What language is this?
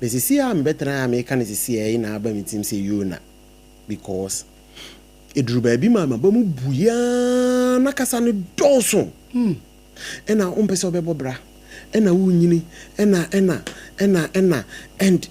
Akan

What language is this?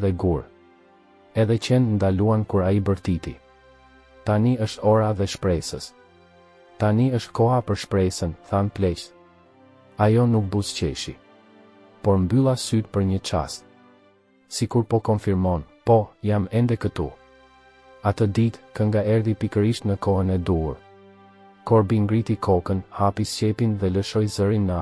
Albanian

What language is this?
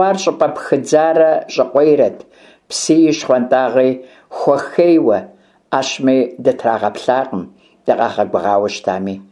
Kabardian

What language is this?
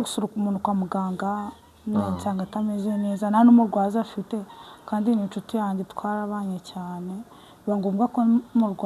Kinyarwanda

